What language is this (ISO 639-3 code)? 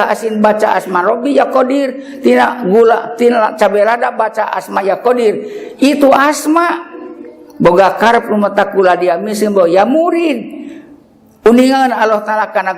sun